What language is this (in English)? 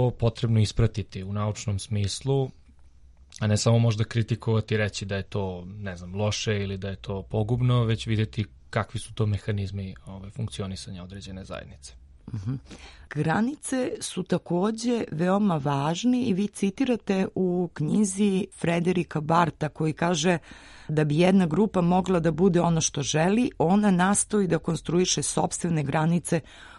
Serbian